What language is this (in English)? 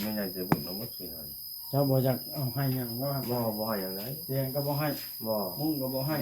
Northeastern Thai